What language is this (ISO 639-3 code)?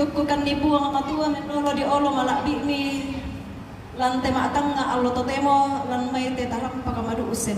sda